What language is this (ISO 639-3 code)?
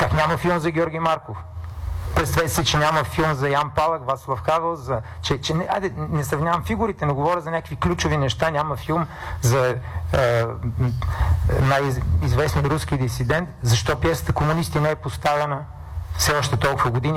bul